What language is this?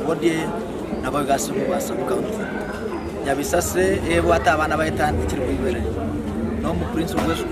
Gusii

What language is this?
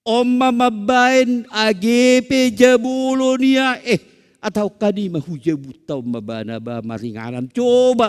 Batak Simalungun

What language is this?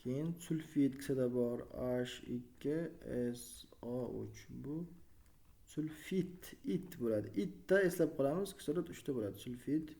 Uzbek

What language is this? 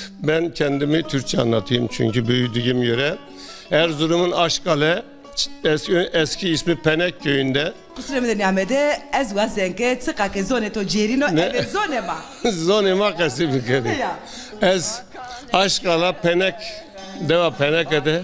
Zaza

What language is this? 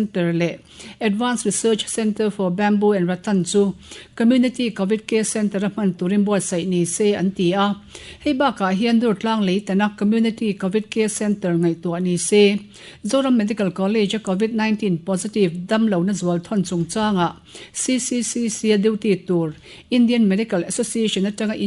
Mizo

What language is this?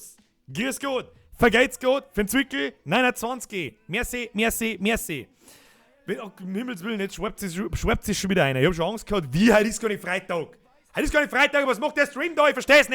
Bavarian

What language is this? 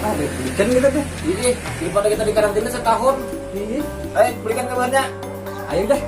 Banjar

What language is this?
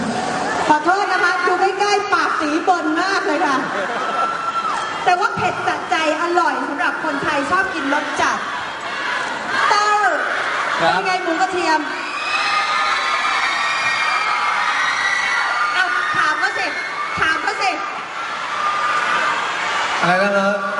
Thai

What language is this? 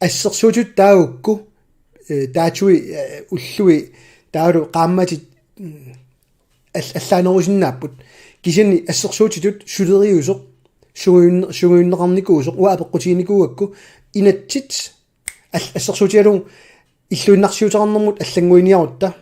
Kalaallisut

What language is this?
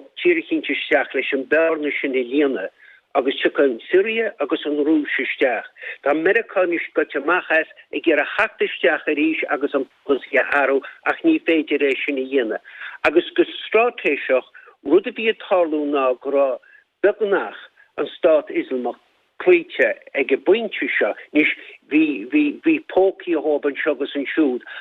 Irish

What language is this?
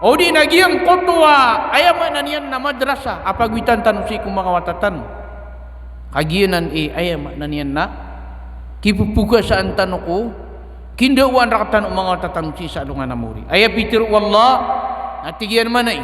Maranao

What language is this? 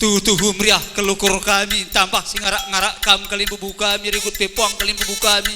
Batak Karo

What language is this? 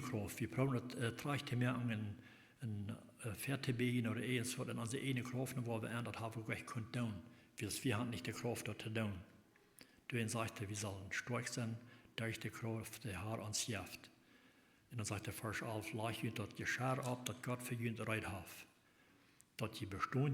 Plautdietsch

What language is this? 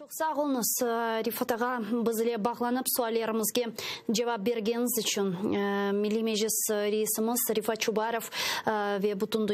Crimean Tatar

